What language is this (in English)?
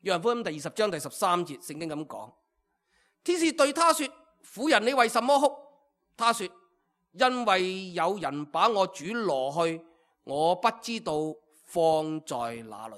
Cantonese